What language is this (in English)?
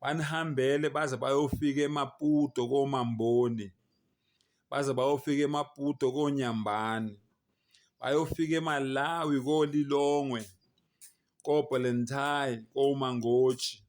Zulu